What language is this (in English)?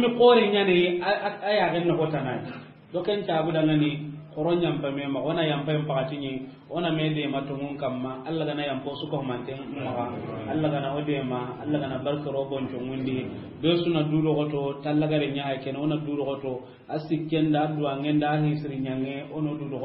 Soninke